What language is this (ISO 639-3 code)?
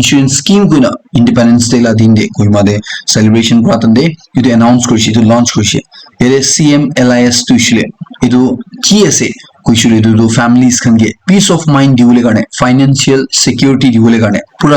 nag